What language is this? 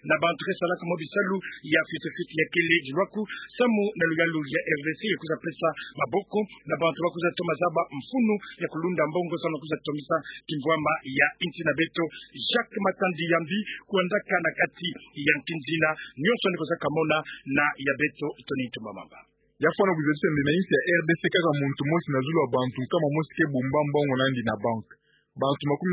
Kituba (Democratic Republic of Congo)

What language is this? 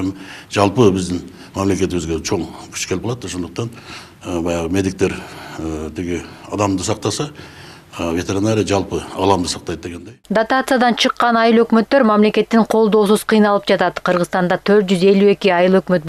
Kyrgyz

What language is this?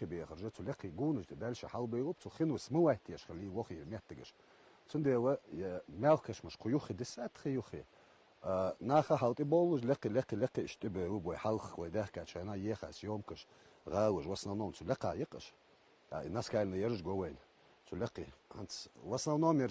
Chechen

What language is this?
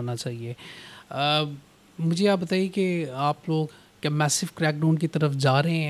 Urdu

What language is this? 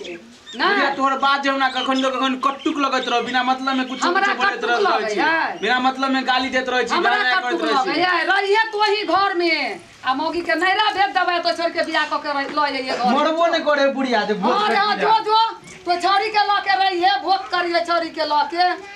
Maithili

